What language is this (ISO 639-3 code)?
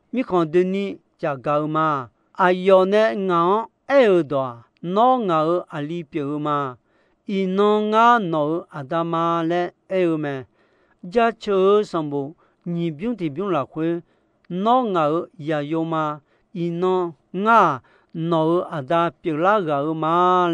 ahk